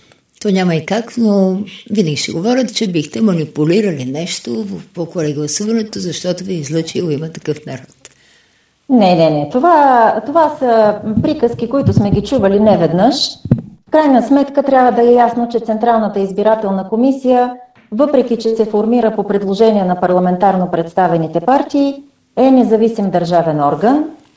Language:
Bulgarian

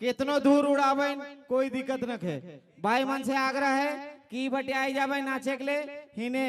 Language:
Sadri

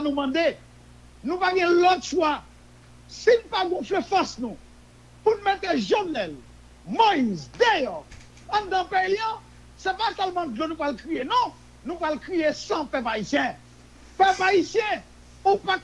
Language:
Haitian Creole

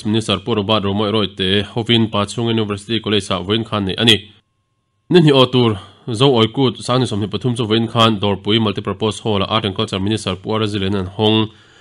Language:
Mizo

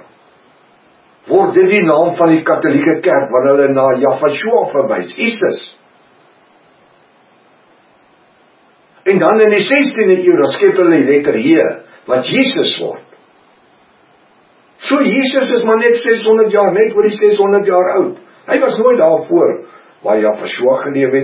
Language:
Afrikaans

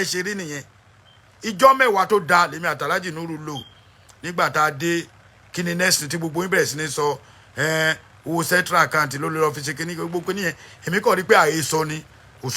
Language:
Yoruba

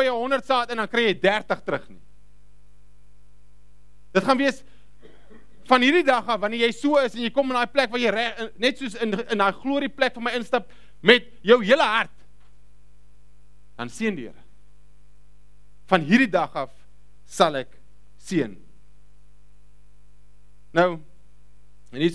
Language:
Afrikaans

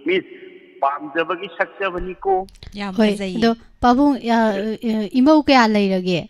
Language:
Manipuri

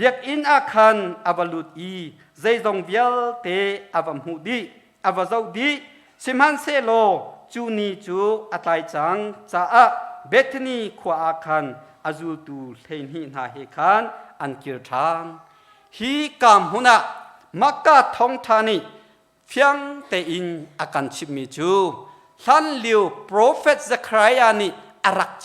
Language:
Hakha Chin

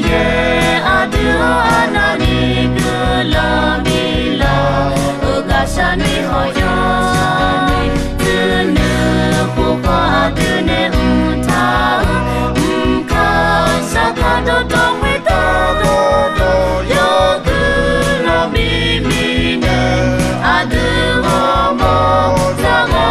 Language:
Akha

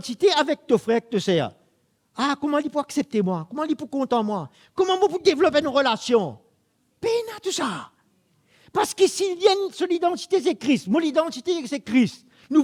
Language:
Morisyen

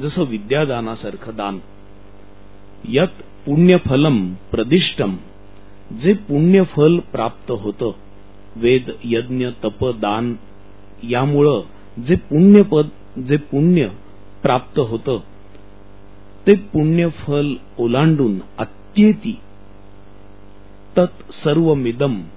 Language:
Marathi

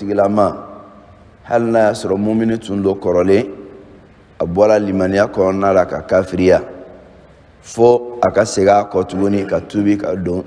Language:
Bambara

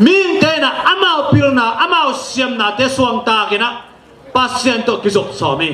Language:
Tedim Chin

